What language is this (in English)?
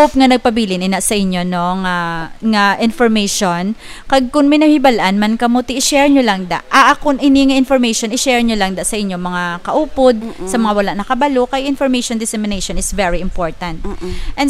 Hiligaynon